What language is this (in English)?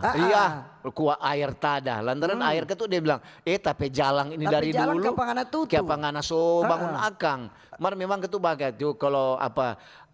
Manado Malay